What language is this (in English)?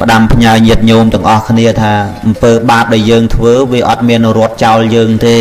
Khmer